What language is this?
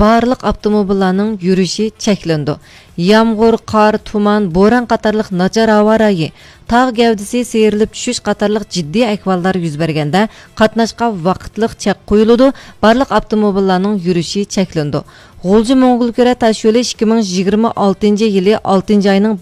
Uyghur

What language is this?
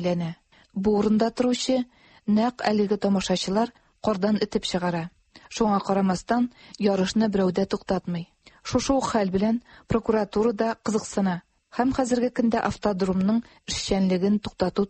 Tatar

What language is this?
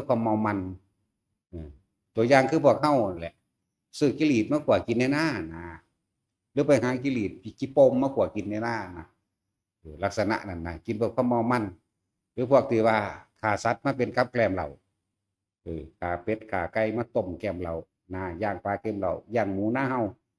Northeastern Thai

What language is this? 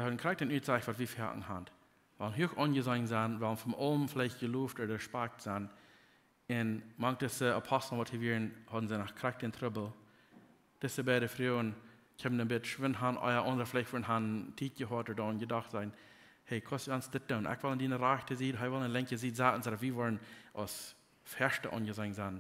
Plautdietsch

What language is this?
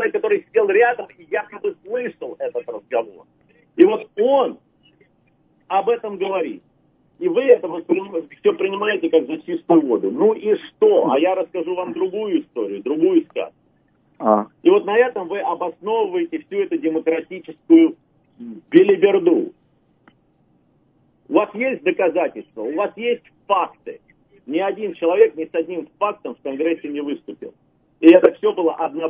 Russian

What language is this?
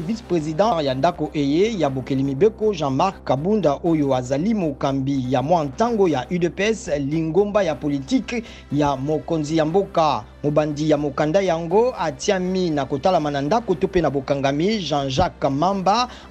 Lingala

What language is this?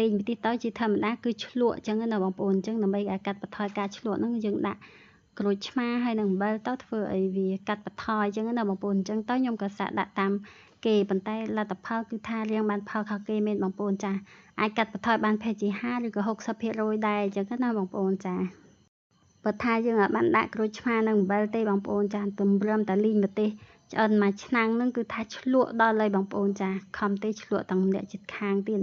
Khmer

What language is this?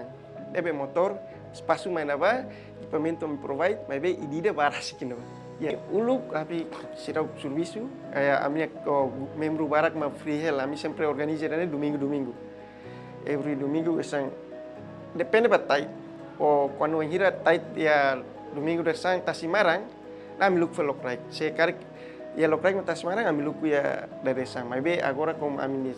Tetum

